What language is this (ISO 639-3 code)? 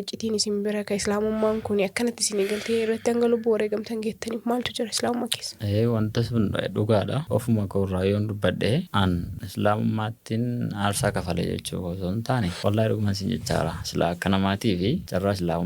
orm